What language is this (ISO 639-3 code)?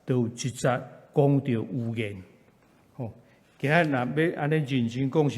nan